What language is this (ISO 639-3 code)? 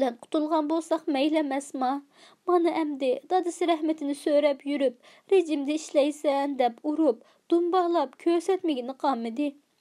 uig